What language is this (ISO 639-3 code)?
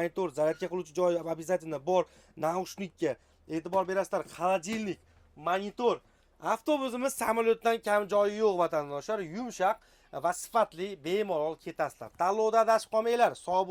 uzb